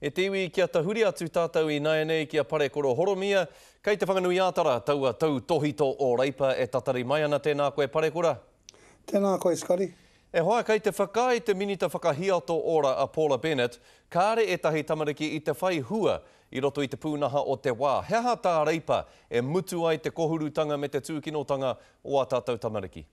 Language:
Māori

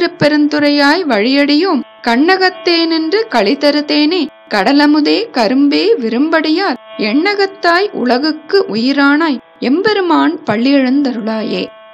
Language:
Tamil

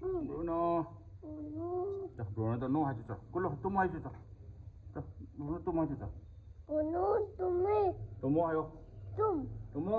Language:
Manipuri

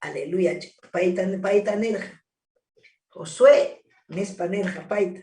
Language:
Ayacucho Quechua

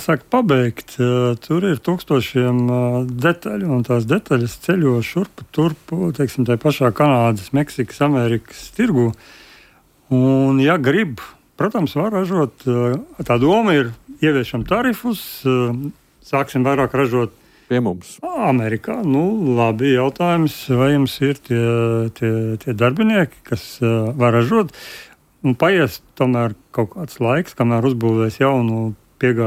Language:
Latvian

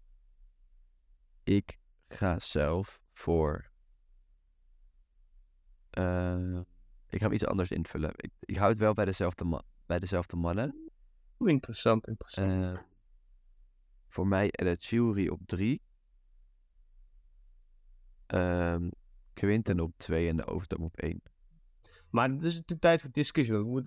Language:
Dutch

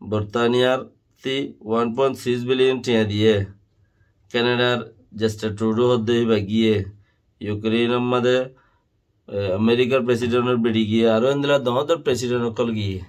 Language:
Rohingya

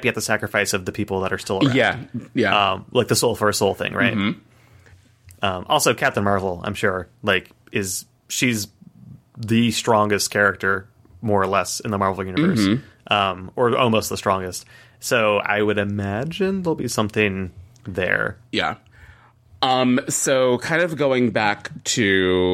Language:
English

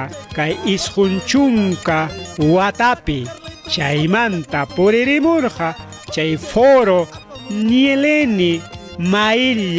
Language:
Ayacucho Quechua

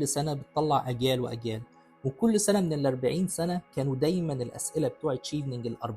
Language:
Egyptian Arabic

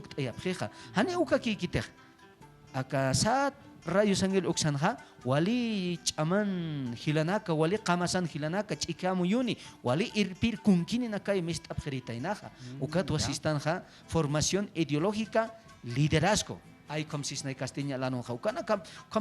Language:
Aymara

